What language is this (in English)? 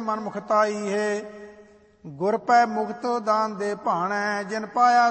Punjabi